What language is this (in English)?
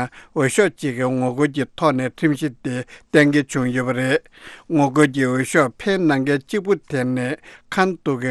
Tibetan